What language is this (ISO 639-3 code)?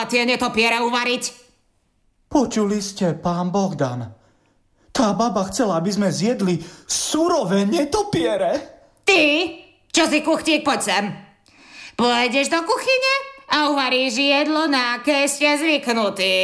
slk